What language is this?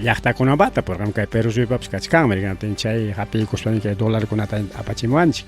Ayacucho Quechua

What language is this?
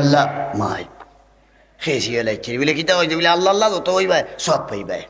Sylheti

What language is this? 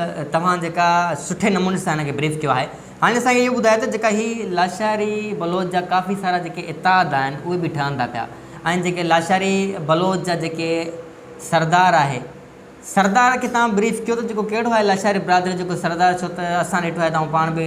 Sindhi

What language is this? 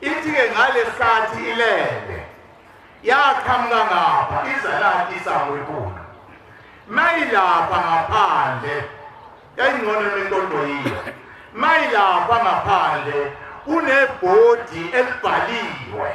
Zulu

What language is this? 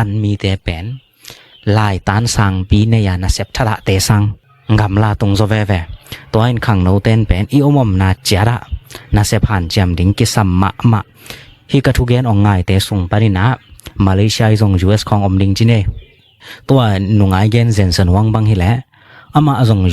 Tedim Chin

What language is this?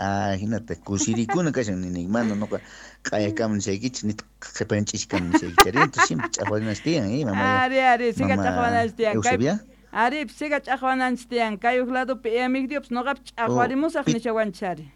South Bolivian Quechua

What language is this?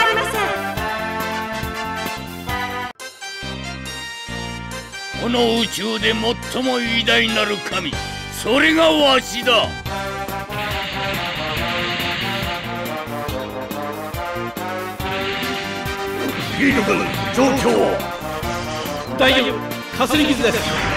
Japanese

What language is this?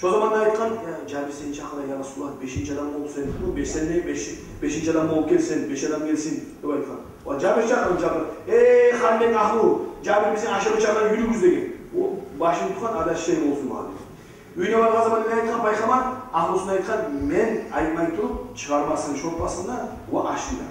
Kumyk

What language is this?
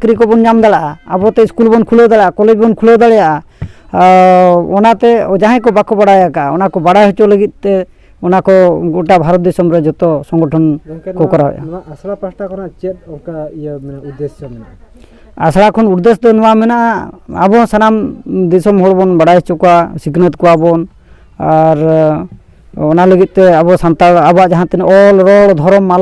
Santali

